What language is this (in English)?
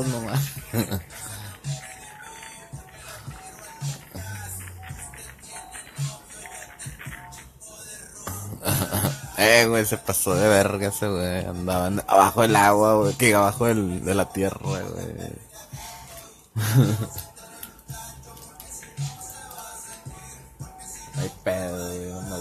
Spanish